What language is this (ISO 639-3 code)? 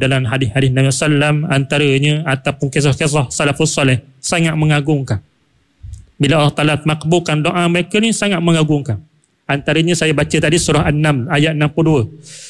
msa